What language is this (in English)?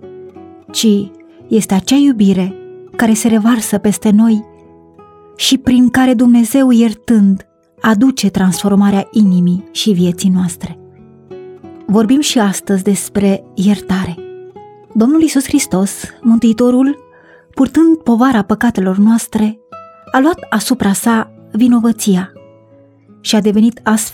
Romanian